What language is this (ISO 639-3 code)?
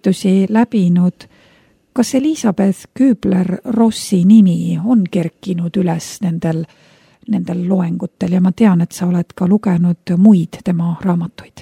est